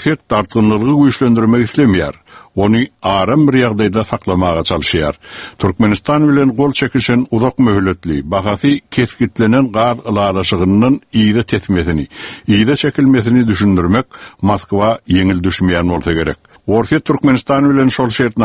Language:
Turkmen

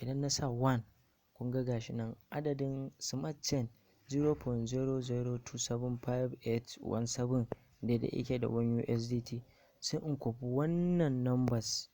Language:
Hausa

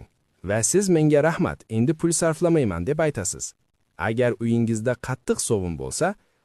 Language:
Uzbek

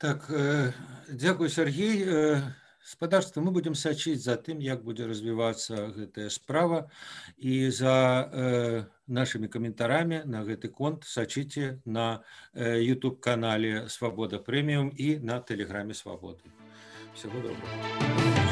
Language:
Belarusian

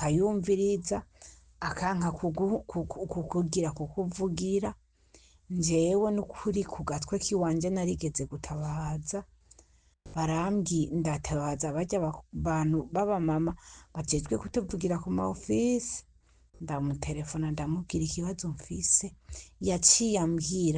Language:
Rundi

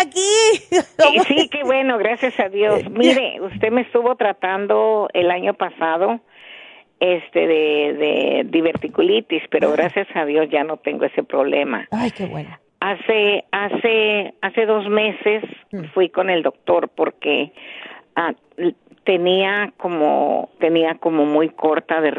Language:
Spanish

